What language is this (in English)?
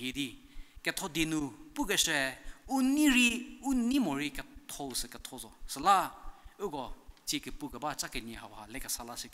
Angami Naga